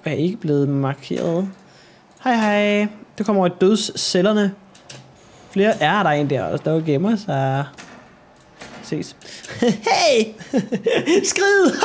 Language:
Danish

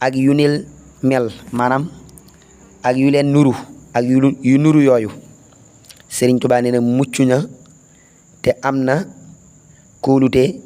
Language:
Wolof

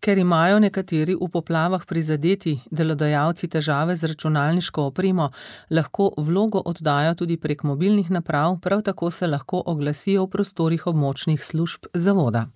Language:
Slovenian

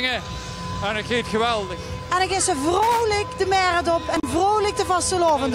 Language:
Limburgish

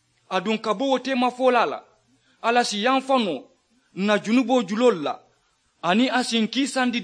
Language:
Mandingo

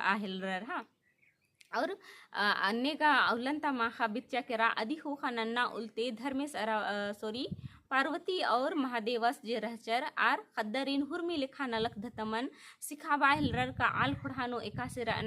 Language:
Kurukh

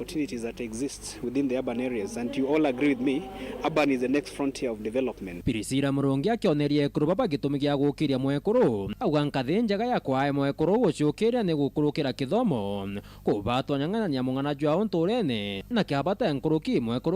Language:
Meru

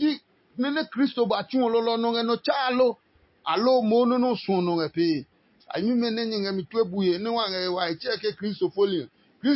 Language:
Adangme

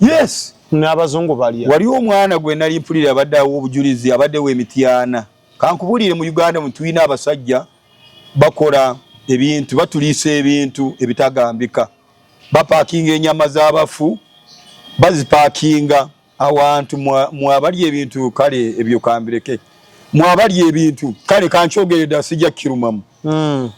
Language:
Ganda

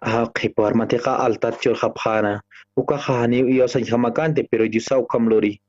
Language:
Aymara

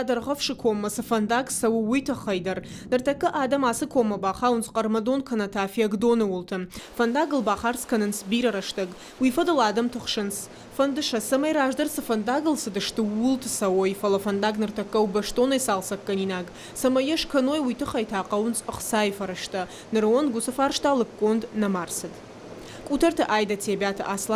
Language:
Ossetic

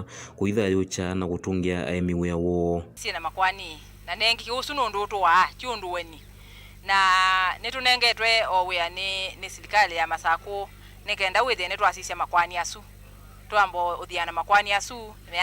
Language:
Kamba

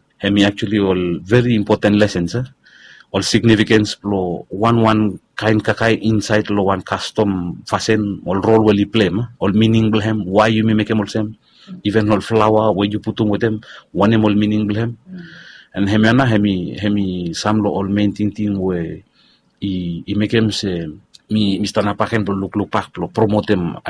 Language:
Bislama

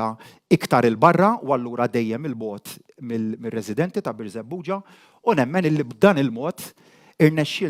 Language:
Maltese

